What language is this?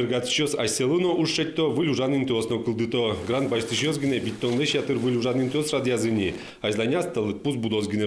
Udmurt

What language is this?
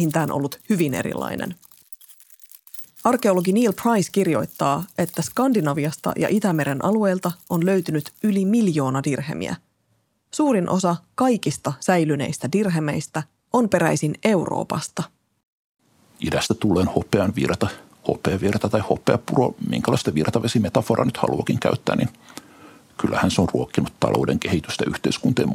Finnish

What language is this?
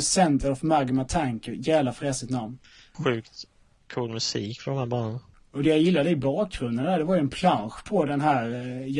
Swedish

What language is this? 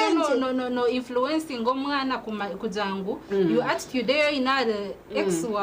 Nyankole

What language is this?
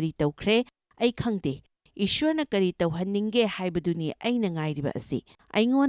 Manipuri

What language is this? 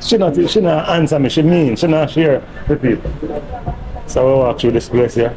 Jamaican Creole English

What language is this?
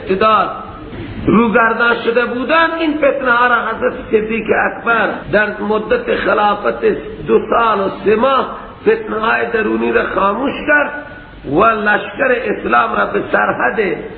Persian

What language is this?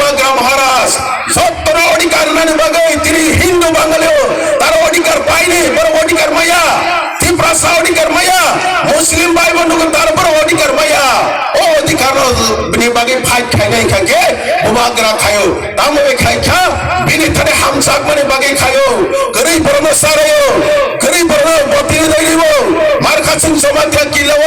Kok Borok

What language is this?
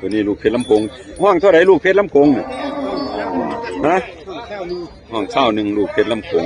Northeastern Thai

